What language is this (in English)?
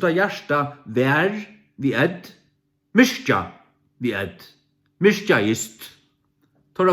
Faroese